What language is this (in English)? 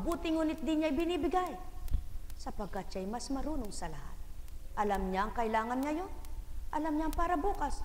Filipino